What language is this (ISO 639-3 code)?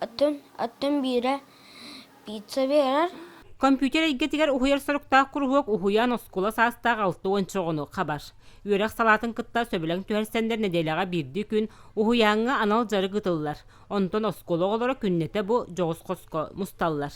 sah